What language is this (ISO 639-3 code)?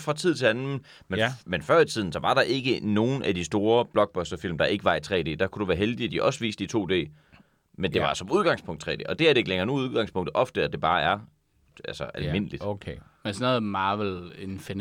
dan